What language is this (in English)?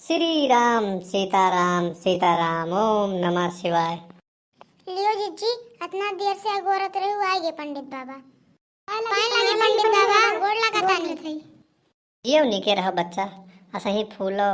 Awadhi